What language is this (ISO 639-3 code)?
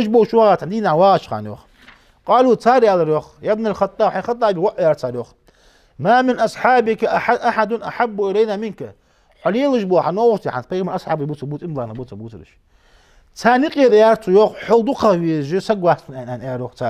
inh